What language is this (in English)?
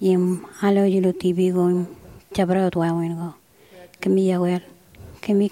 Marshallese